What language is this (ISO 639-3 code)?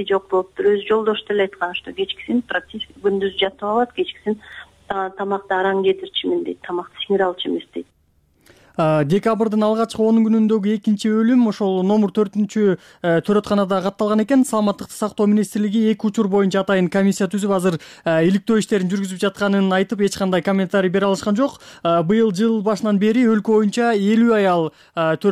kir